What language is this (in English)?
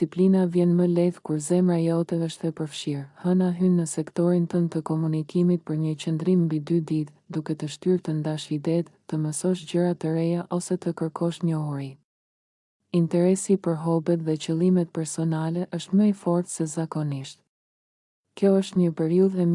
Albanian